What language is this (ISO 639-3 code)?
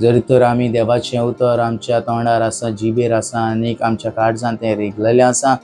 kok